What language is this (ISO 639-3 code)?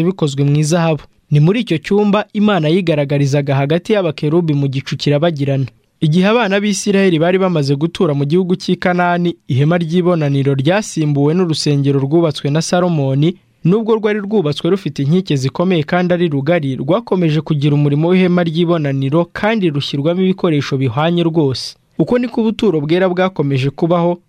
kin